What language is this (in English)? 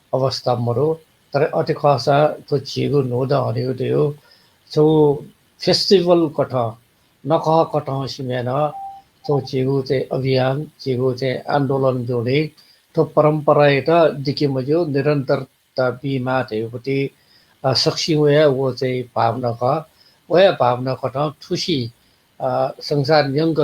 Newari